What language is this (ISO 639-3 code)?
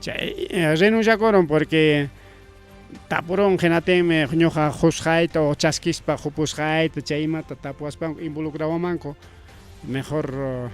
quy